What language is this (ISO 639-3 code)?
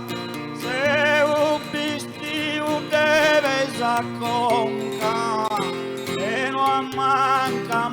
srd